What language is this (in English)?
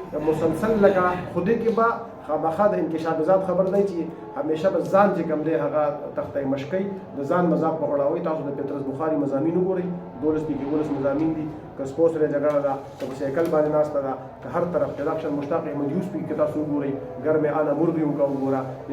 Pashto